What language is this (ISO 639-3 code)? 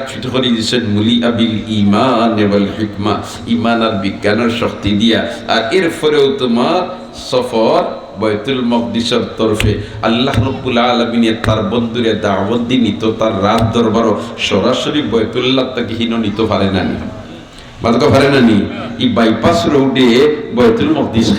syl